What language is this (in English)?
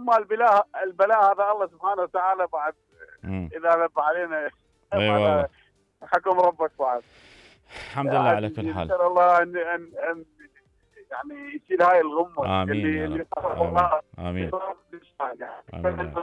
Mesopotamian Arabic